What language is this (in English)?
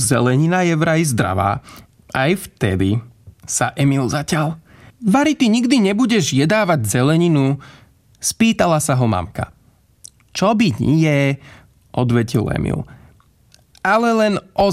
Slovak